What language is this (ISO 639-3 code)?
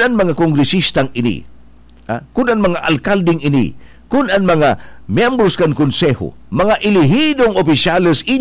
bik